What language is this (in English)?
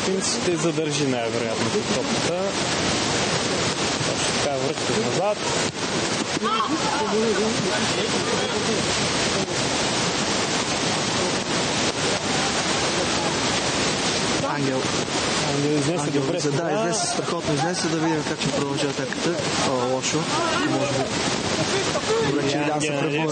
Bulgarian